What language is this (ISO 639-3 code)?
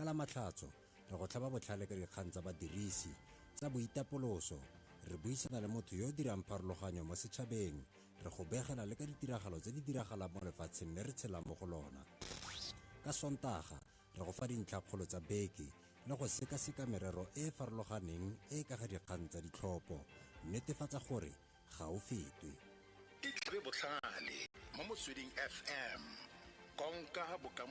tsn